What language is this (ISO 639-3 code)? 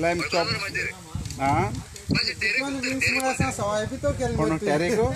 kok